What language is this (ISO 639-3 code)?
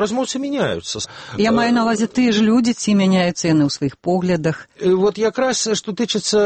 bel